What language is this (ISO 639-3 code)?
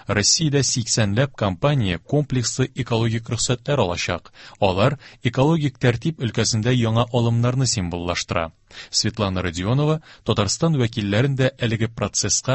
tat